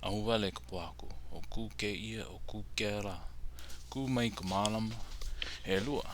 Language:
Hawaiian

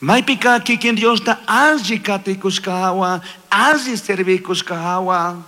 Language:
Chimborazo Highland Quichua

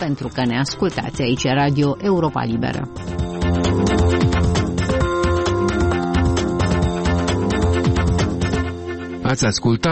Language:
Romanian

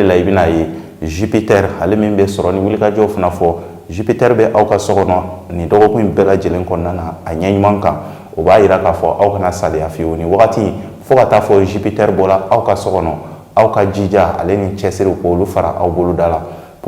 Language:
Bambara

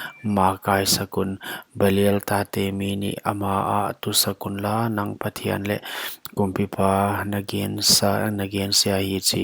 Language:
Paite Chin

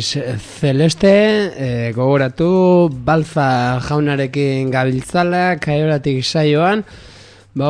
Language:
Basque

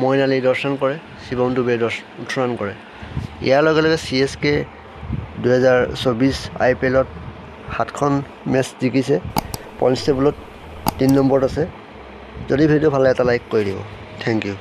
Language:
Assamese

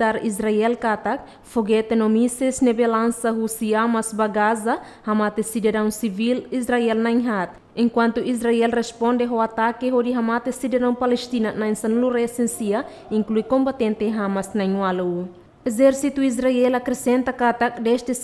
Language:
Tetum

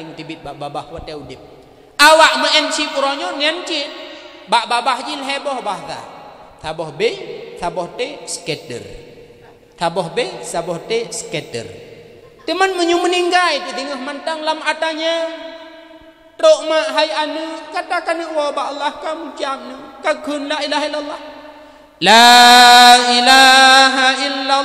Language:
Achinese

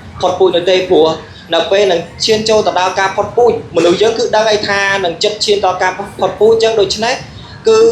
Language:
Khmer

